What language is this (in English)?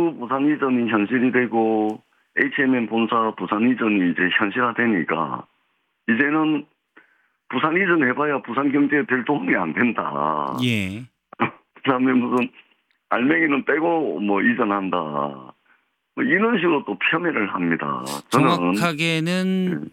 Korean